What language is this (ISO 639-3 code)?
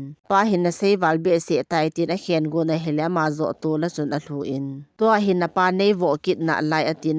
tcz